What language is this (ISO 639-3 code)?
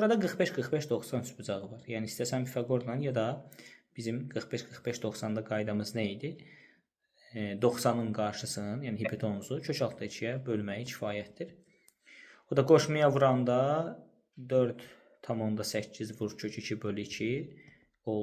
aze